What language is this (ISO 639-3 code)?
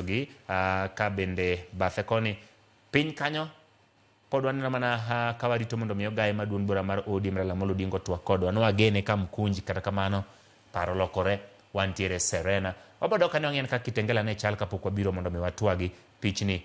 luo